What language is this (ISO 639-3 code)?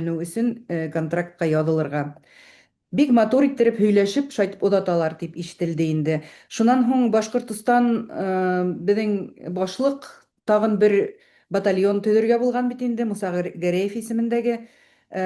bak